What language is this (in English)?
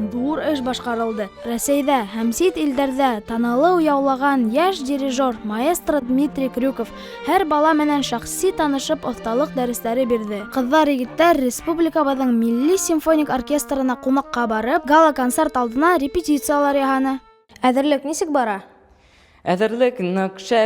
Bashkir